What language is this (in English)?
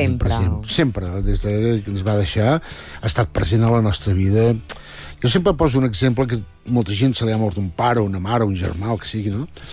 Catalan